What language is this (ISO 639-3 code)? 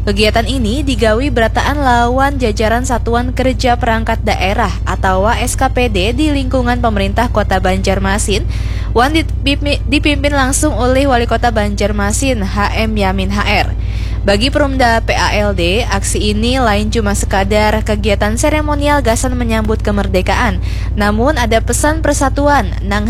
bjn